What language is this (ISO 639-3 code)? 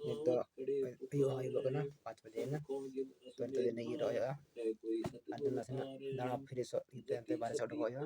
sat